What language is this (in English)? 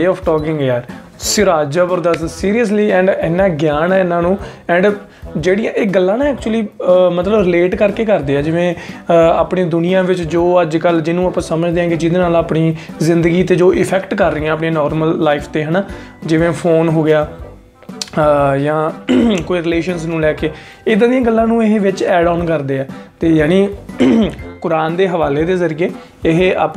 Punjabi